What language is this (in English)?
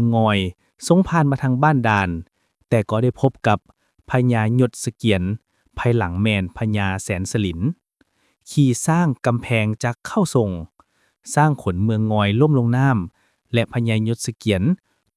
Lao